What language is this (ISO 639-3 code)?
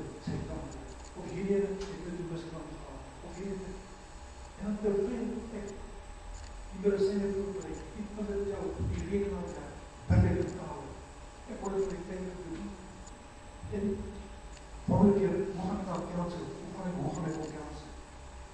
afr